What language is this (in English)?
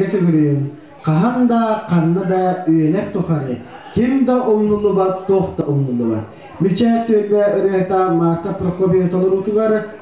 Yakut